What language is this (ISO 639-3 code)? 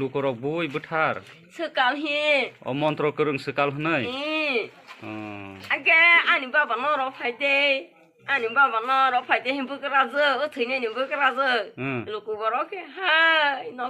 trp